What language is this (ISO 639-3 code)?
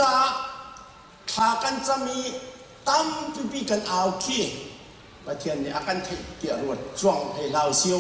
cnh